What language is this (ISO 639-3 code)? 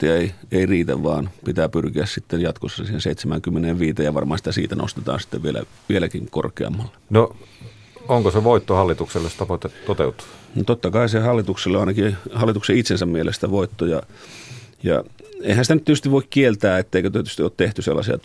fin